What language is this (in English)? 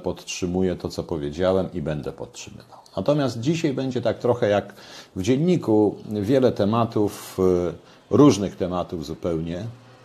Polish